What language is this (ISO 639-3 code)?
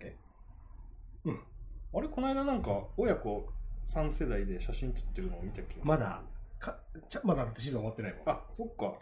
jpn